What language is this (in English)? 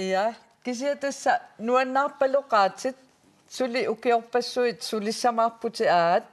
Kalaallisut